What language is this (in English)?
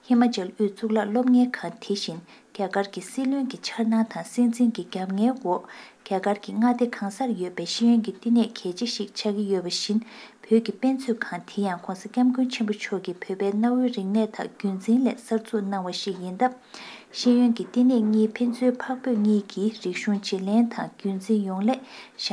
Tibetan